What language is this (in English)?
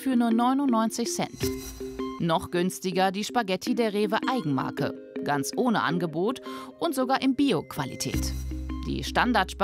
German